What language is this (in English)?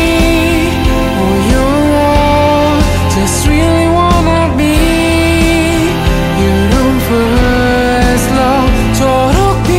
Korean